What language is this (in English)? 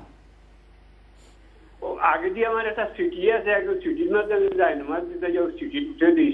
Bangla